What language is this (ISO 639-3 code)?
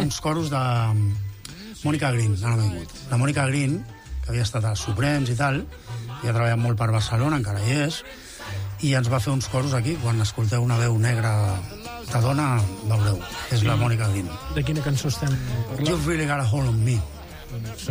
cat